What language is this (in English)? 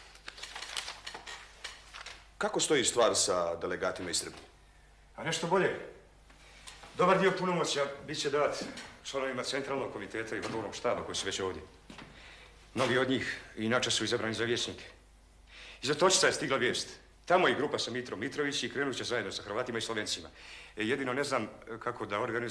Serbian